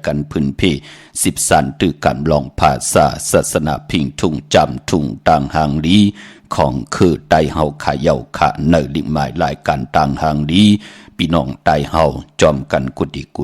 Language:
Shan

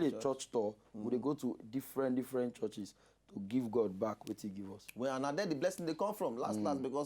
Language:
Nigerian Pidgin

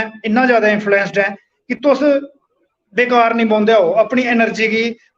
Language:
Dogri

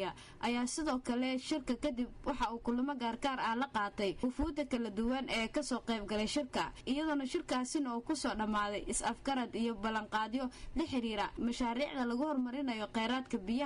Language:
Somali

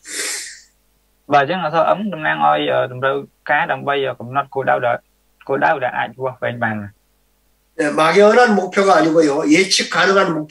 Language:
Korean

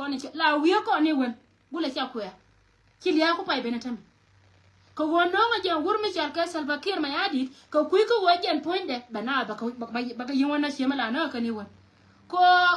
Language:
Nuer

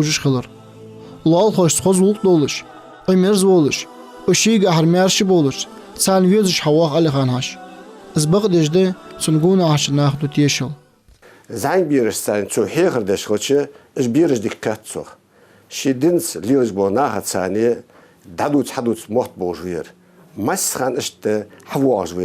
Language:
Ingush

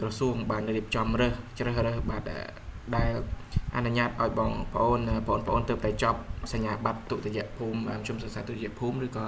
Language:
Khmer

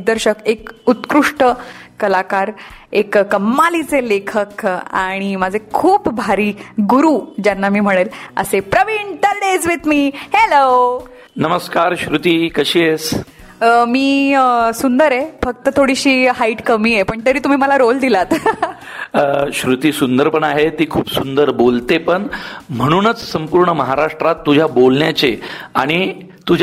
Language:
Marathi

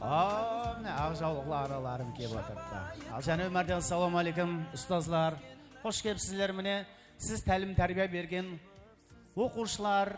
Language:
Kara-Kalpak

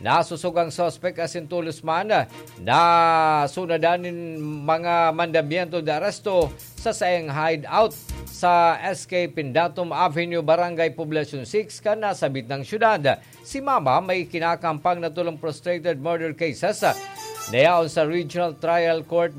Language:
Bikol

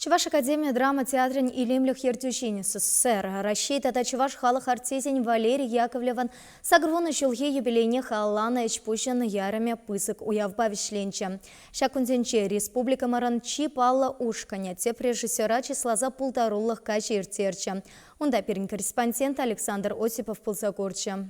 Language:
Chuvash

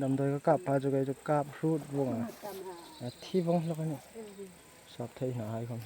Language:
Hmar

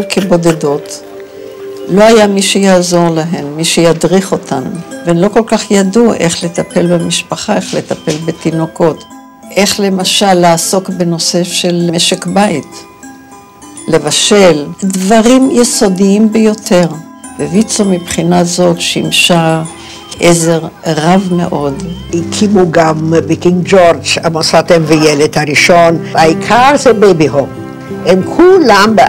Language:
Hebrew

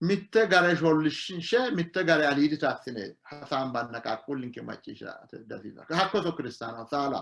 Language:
Sidamo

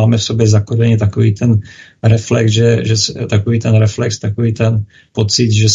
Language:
Czech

